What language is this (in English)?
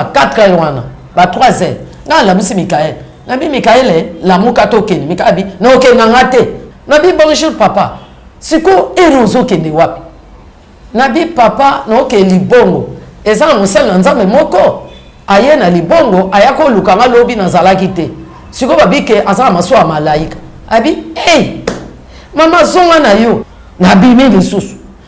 Lingala